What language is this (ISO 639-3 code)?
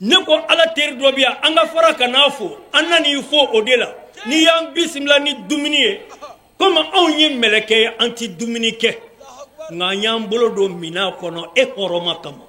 bam